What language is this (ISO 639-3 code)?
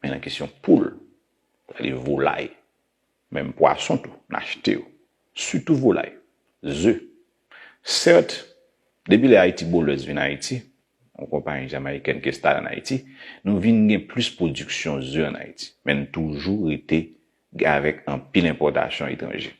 hat